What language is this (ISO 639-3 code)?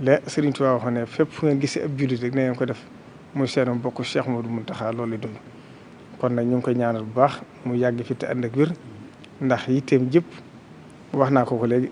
wol